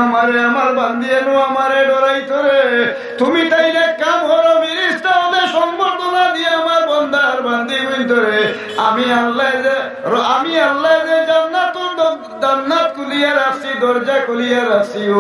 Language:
Sylheti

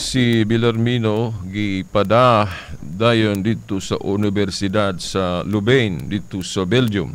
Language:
Cebuano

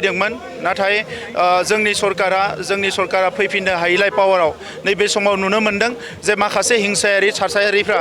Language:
Bodo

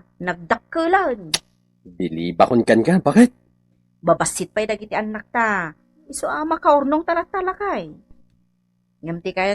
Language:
Iloko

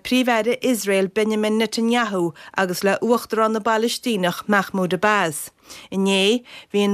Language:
Irish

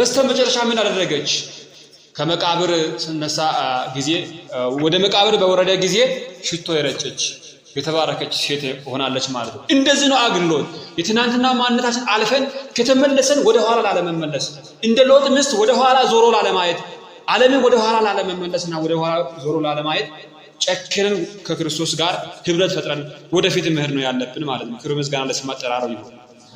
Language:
Amharic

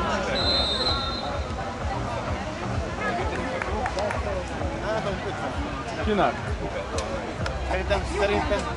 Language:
Hungarian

